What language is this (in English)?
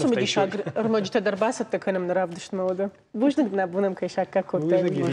Ossetic